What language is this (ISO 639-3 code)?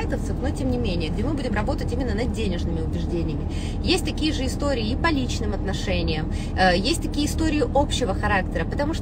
rus